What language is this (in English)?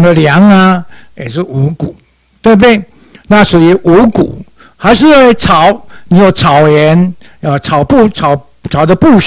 Chinese